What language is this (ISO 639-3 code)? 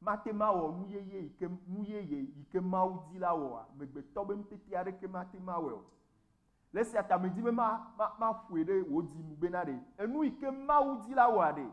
ewe